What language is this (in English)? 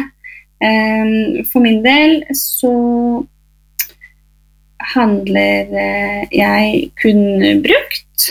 Norwegian